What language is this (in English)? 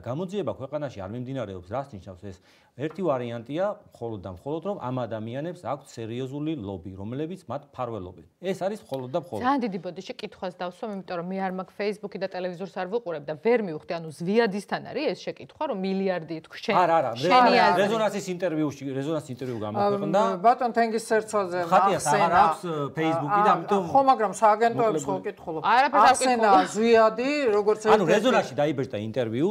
Georgian